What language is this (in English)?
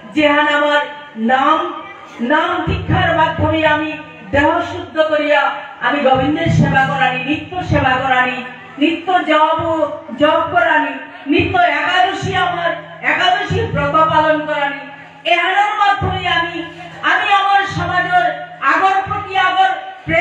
Bishnupriya